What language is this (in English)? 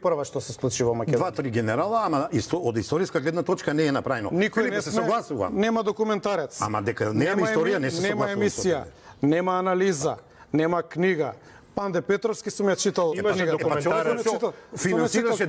Macedonian